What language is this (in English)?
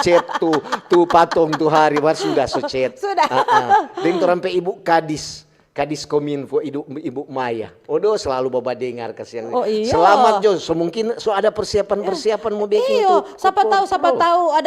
Manado Malay